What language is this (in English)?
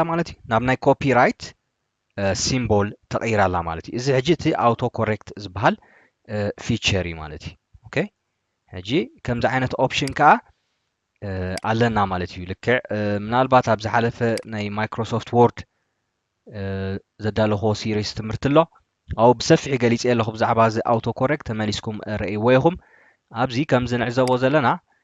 Tigrinya